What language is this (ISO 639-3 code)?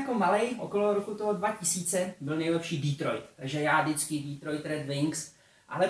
ces